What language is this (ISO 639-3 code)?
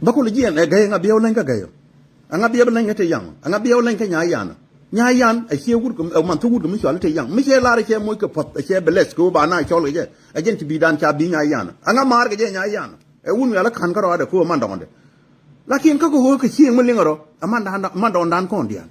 nus